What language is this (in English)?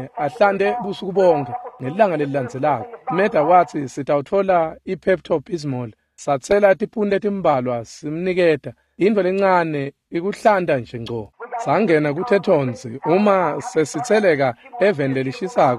Swati